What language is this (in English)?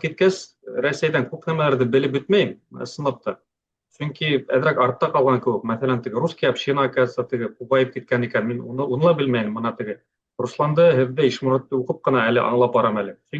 Bashkir